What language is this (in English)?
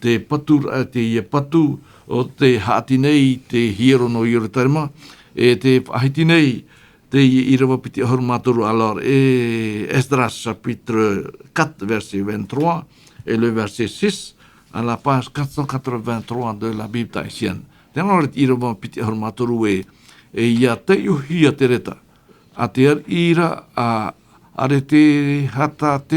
Tahitian